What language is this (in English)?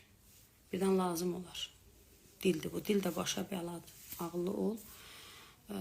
Azerbaijani